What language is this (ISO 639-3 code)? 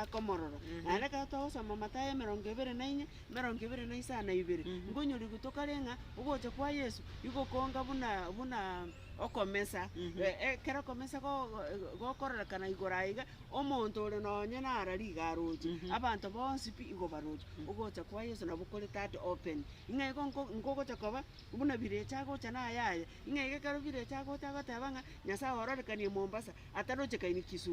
guz